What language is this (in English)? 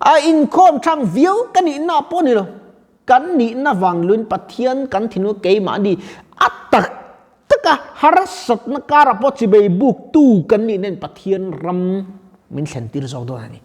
Mizo